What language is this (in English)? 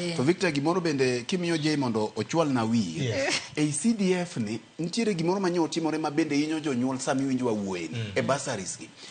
Luo (Kenya and Tanzania)